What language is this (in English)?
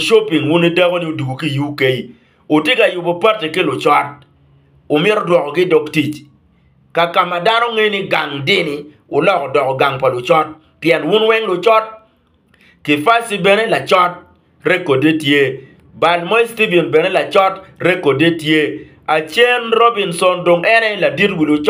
Acoli